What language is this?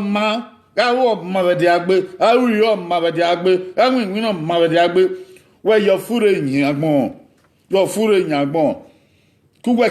Bini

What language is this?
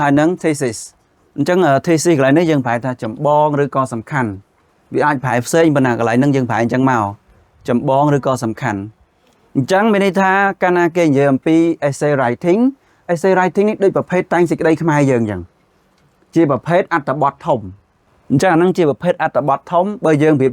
Khmer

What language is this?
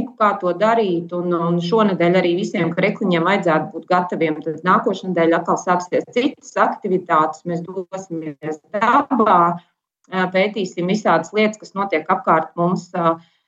Latvian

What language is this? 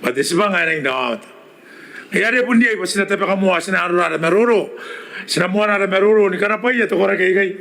Gilbertese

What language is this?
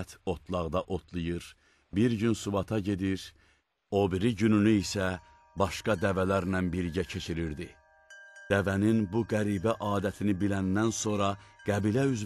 Azerbaijani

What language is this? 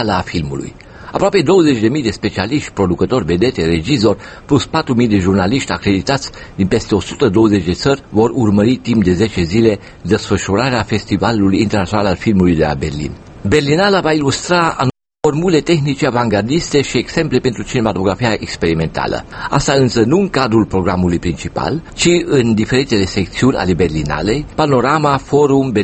Romanian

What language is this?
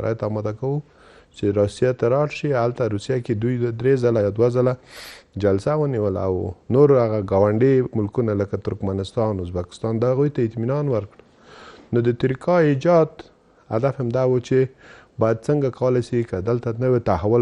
Pashto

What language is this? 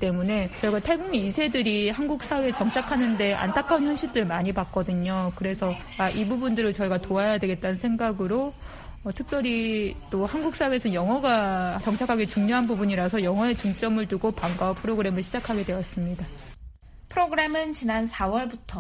Korean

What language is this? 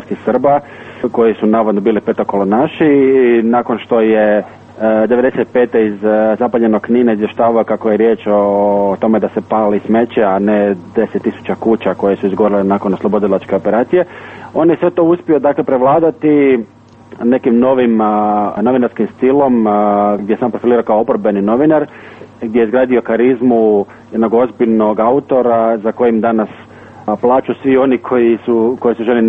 Croatian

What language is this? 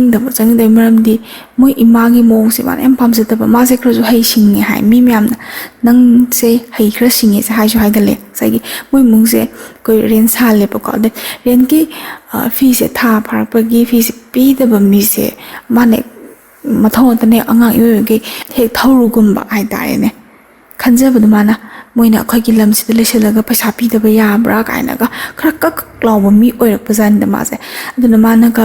Manipuri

